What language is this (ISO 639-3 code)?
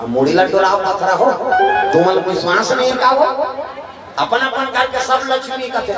hne